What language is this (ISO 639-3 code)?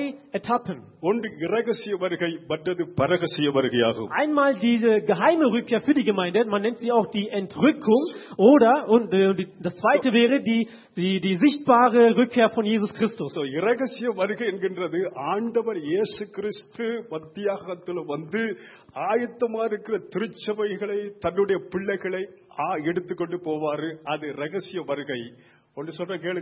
tam